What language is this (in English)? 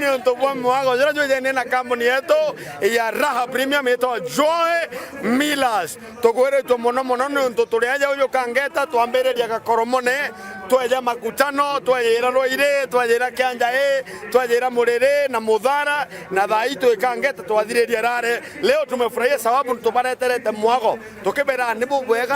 Meru